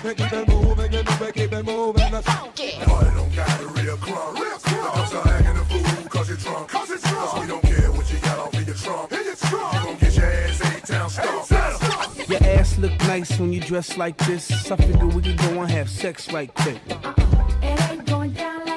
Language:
English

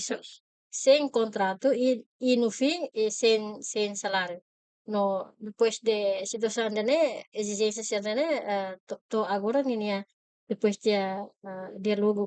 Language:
Tetum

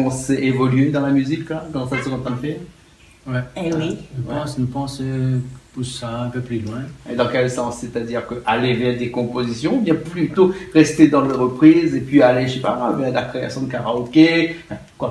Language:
Réunion Creole French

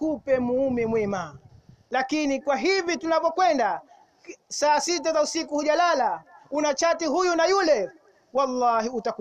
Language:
Swahili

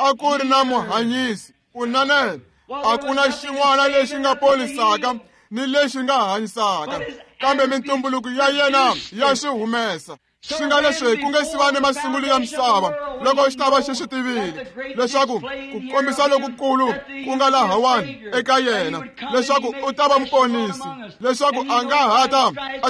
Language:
Tsonga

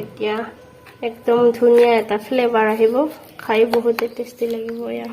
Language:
Assamese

